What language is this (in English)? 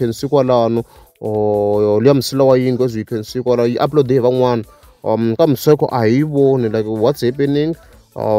Tsonga